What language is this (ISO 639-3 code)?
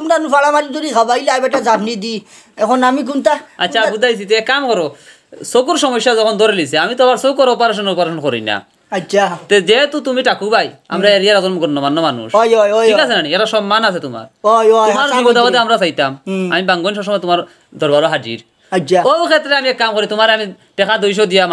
syl